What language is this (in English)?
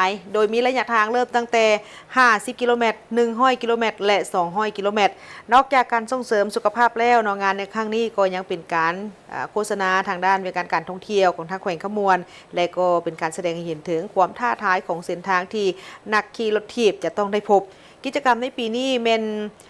Lao